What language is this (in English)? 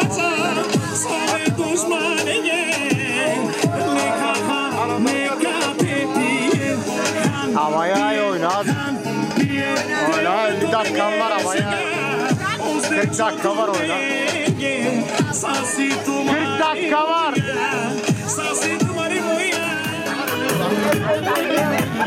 Turkish